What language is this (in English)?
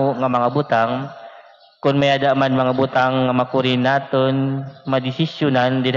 Waray